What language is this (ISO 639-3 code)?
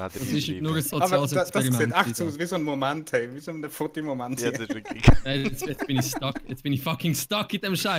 gsw